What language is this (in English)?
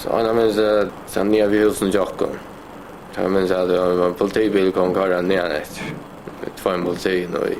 Faroese